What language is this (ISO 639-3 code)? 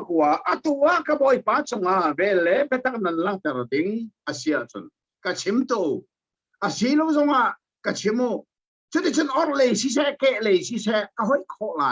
cnh